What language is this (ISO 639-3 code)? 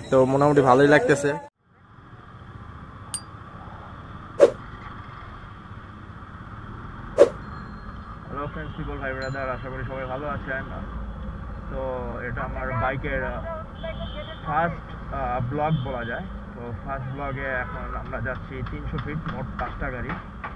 ben